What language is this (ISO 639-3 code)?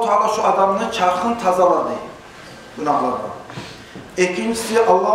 kum